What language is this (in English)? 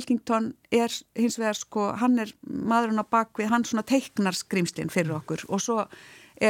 Icelandic